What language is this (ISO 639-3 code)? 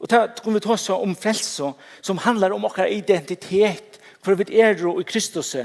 fao